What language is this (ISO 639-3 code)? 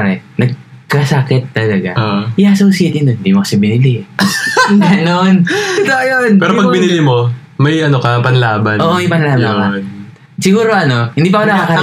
fil